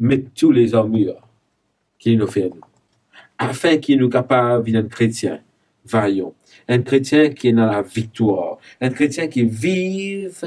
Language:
Morisyen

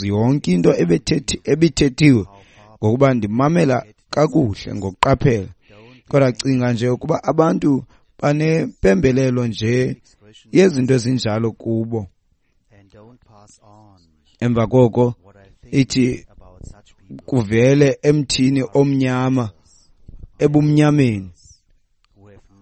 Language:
Xhosa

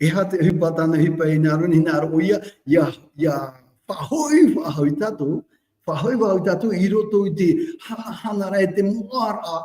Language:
Tahitian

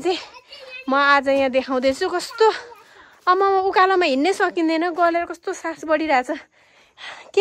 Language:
Nepali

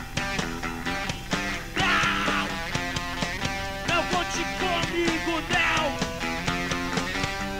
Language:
Portuguese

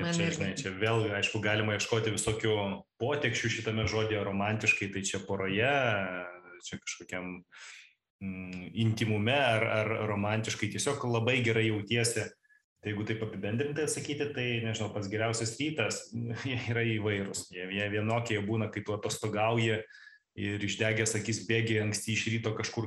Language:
Lithuanian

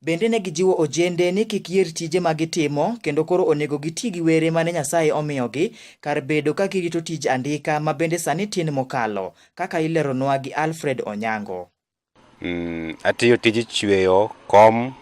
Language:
Luo (Kenya and Tanzania)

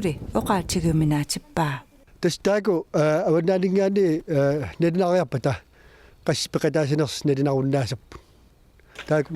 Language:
Kalaallisut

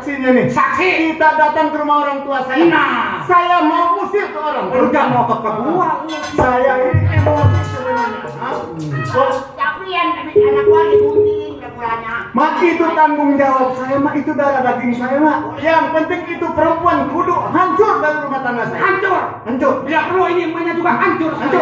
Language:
Betawi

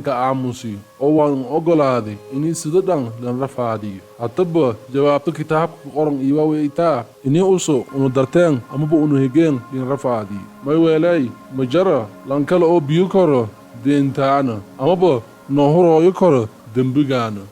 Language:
Somali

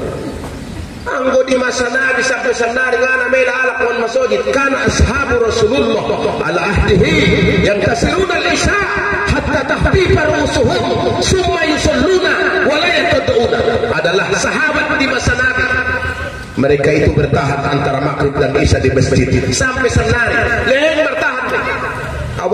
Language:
Batak Mandailing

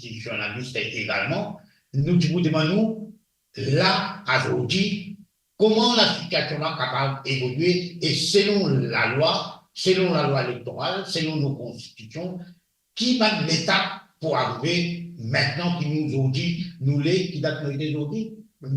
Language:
Morisyen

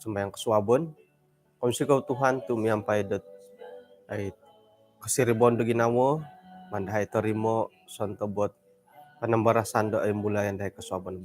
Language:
Central Dusun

